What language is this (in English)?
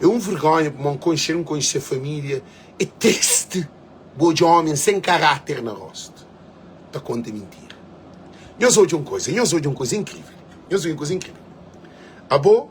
Kabuverdianu